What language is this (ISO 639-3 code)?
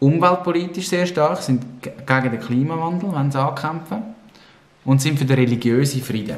gsw